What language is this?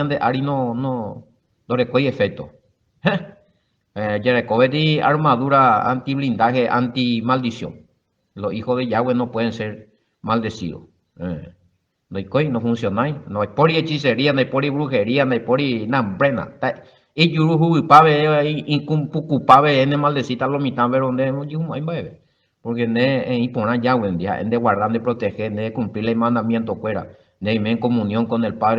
Guarani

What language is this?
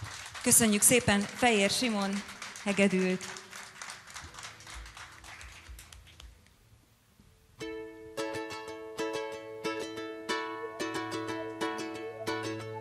Hungarian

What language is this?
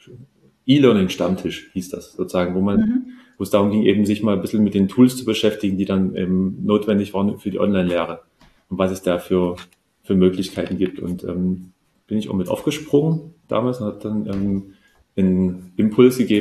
German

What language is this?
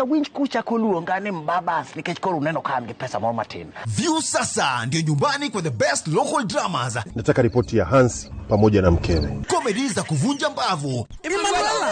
Luo (Kenya and Tanzania)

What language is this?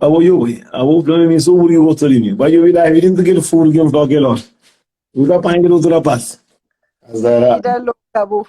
Kabuverdianu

